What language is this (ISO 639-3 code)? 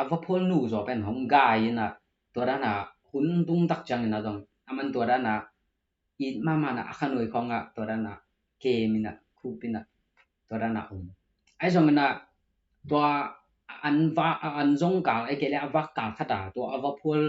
ctd